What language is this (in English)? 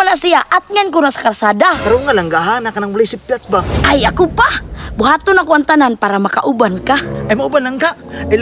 Cebuano